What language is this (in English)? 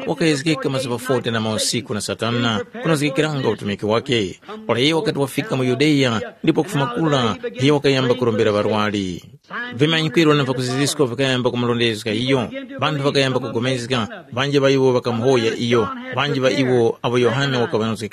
Tumbuka